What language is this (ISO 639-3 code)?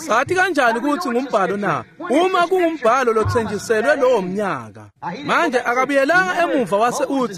ssw